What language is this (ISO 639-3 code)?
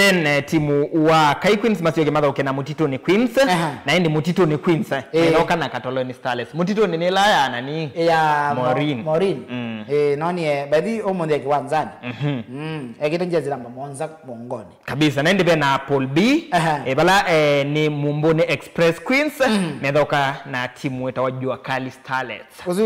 kam